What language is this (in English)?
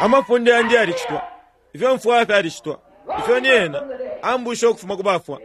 Bemba